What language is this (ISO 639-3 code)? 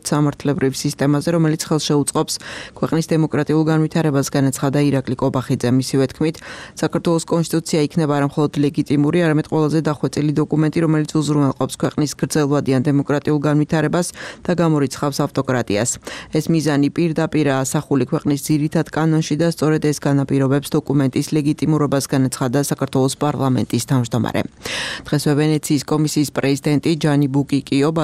kat